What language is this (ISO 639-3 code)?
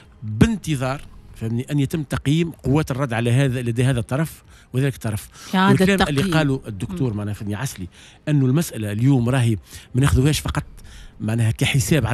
aeb